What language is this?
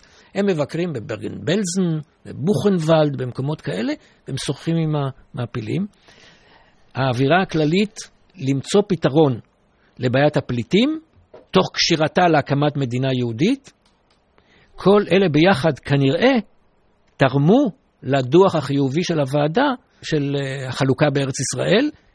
Hebrew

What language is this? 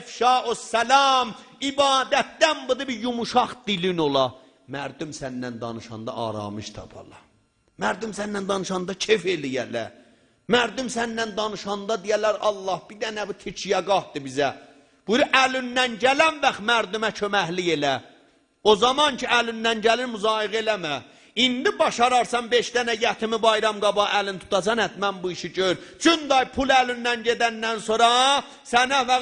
South Azerbaijani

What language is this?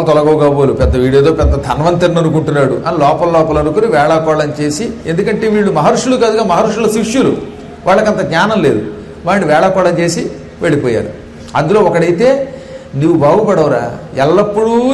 Telugu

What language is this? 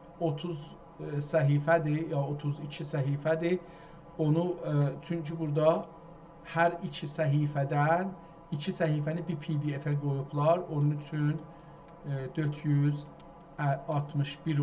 South Azerbaijani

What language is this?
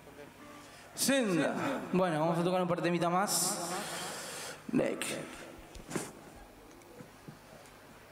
Spanish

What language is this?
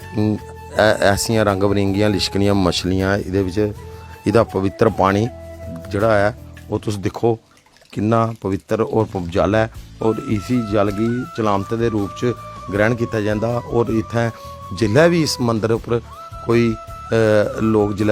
Dogri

